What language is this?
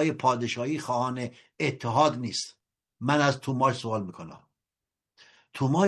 Persian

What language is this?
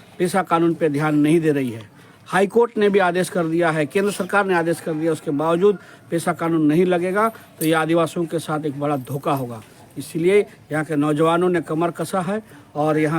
Santali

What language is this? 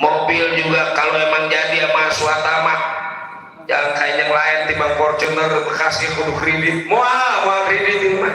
Betawi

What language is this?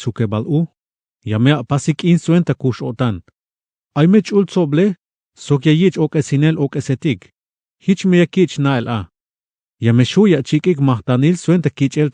Tzeltal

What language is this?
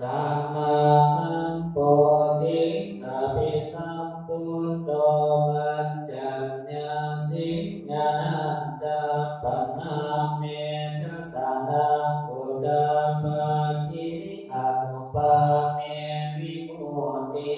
Pali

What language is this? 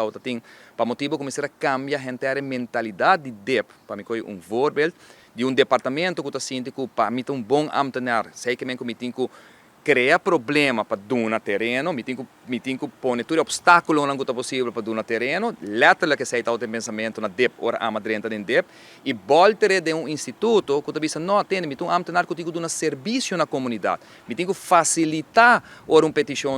Papiamento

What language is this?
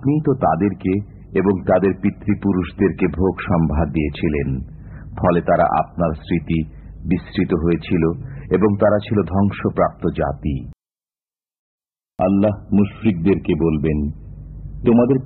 Bangla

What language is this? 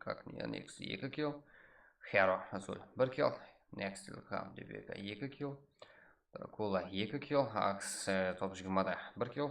Kara-Kalpak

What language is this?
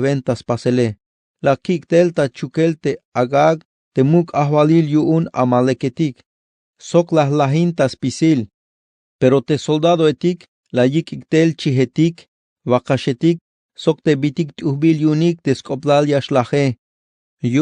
Tzeltal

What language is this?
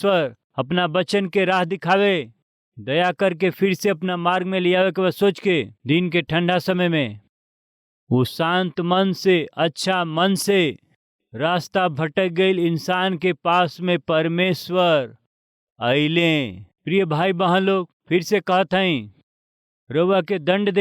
Bhojpuri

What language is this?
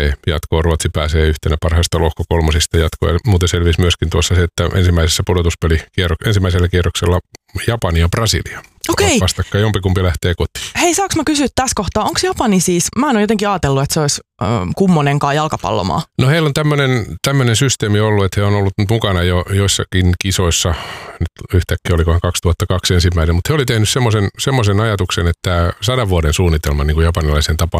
Finnish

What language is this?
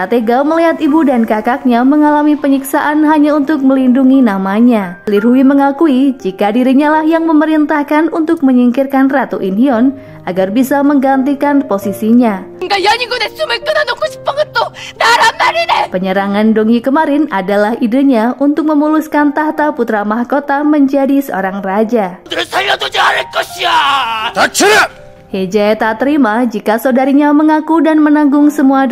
Indonesian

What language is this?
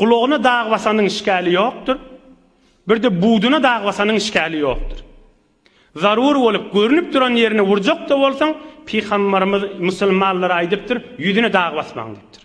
Turkmen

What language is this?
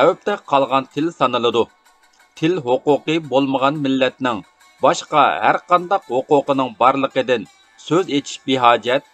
Uyghur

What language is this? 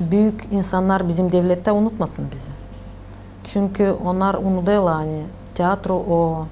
Gagauz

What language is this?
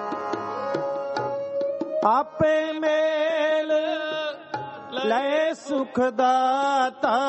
Punjabi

